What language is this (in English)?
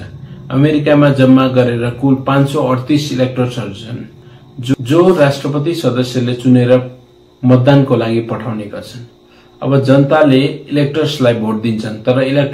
Nepali